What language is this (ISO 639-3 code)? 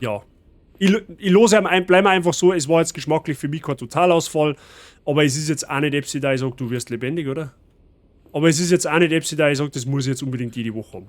bar